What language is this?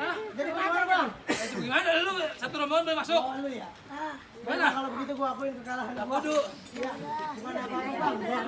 Betawi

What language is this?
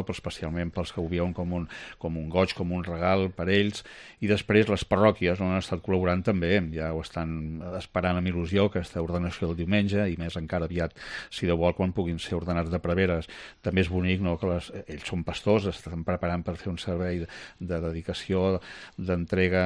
Catalan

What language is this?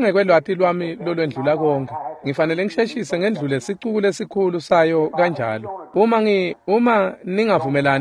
Swati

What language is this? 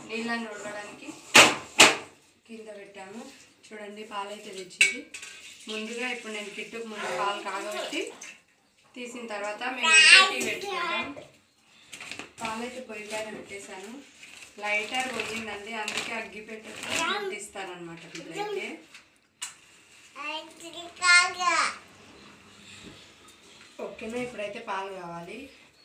Telugu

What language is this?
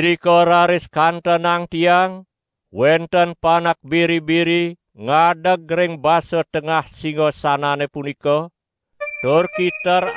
Balinese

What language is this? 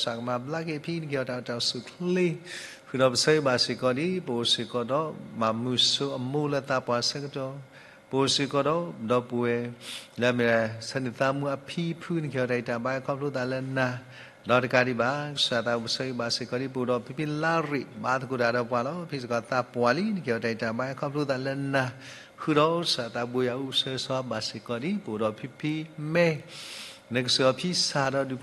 S'gaw Karen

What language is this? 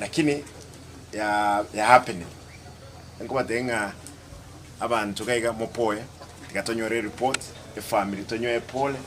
Gusii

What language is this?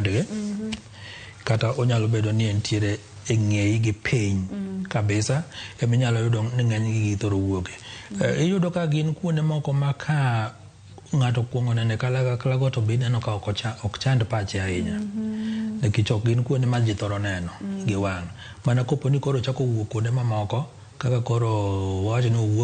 Luo (Kenya and Tanzania)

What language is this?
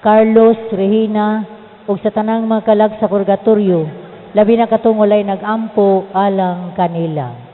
Cebuano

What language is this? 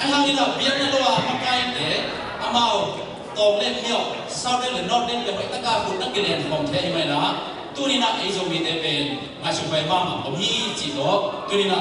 Tedim Chin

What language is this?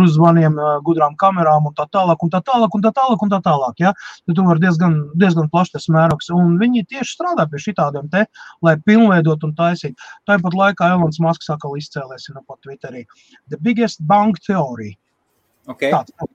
Latvian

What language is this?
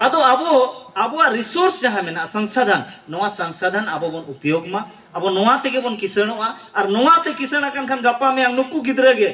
Santali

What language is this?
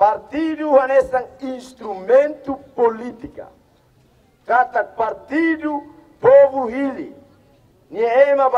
Tetum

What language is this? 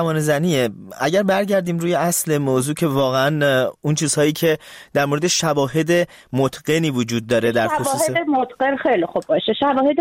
Persian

